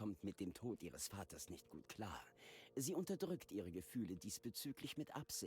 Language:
Bavarian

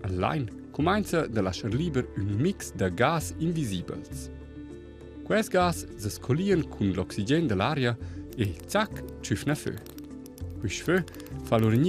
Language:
Romansh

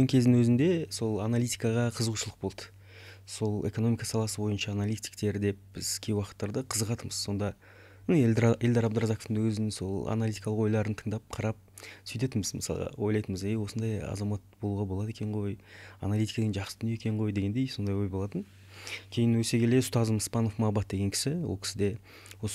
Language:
Kazakh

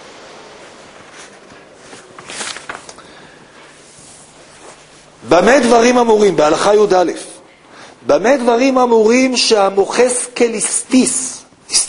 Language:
Hebrew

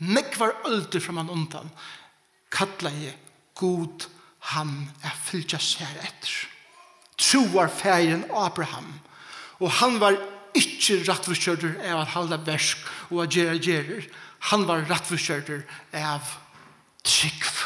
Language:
Faroese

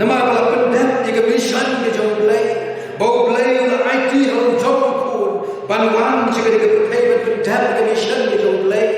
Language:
Khasi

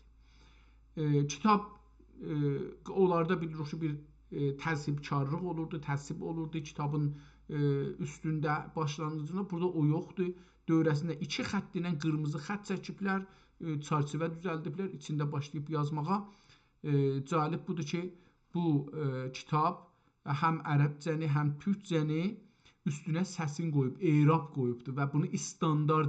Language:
South Azerbaijani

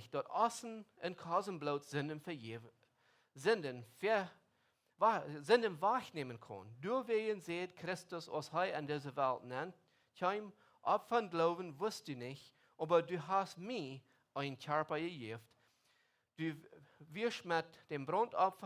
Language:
Plautdietsch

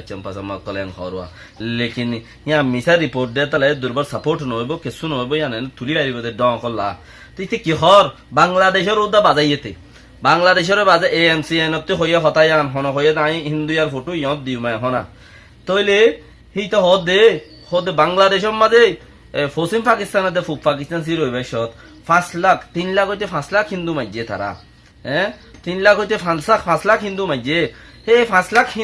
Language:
Rohingya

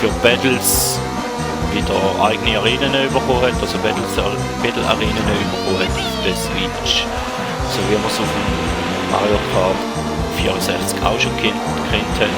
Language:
Swiss German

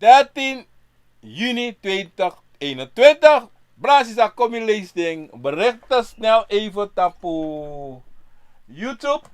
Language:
Sranan Tongo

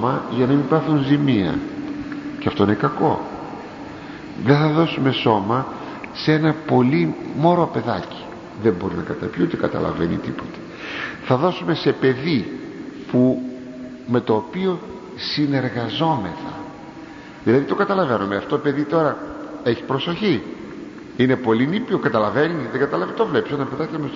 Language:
Greek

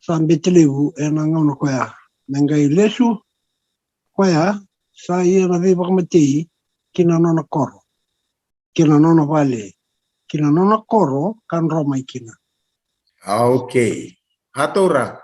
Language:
Fijian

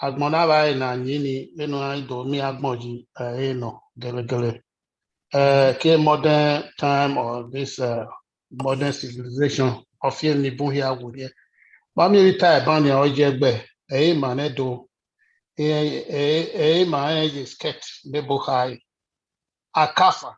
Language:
Bini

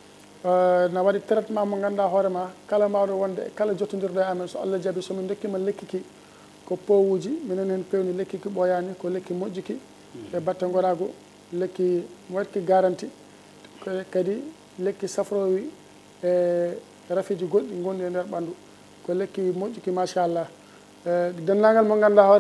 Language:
Fula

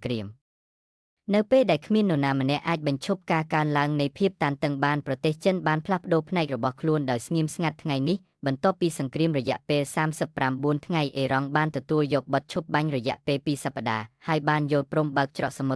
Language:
Khmer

